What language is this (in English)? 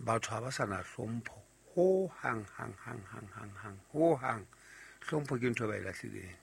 Southern Sotho